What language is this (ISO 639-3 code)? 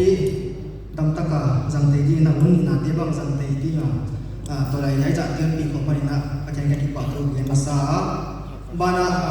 pck